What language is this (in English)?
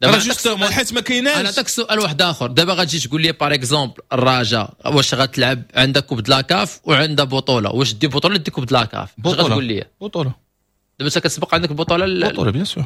Moroccan Arabic